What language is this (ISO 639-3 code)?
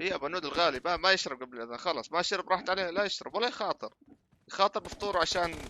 apc